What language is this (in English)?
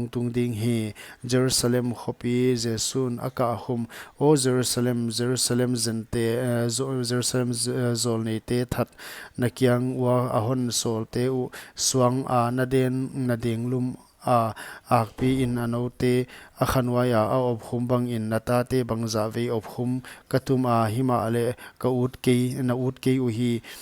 Paite Chin